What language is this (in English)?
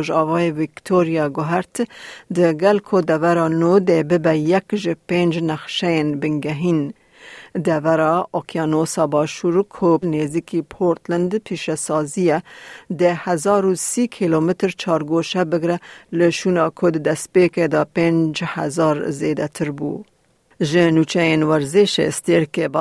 Kurdish